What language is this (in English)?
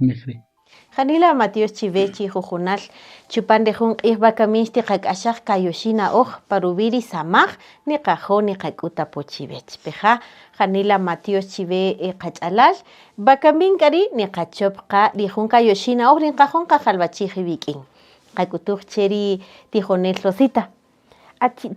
Kaqchikel